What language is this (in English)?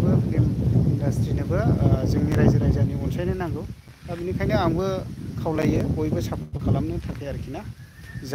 Bodo